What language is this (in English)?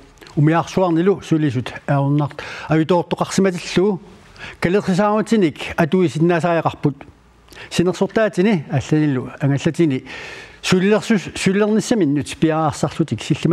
Kalaallisut